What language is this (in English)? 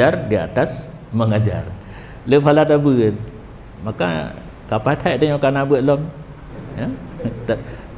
Achinese